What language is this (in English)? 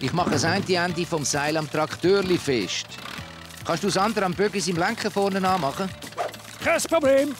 Swiss German